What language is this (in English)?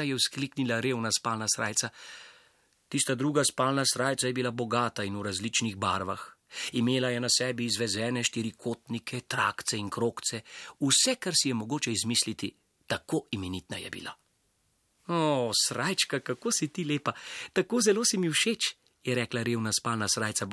Slovenian